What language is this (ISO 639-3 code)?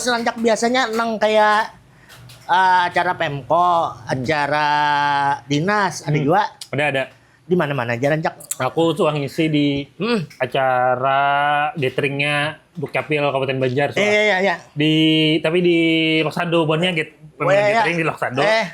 bjn